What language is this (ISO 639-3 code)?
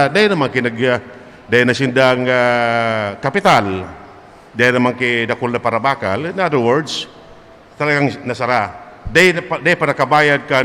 bik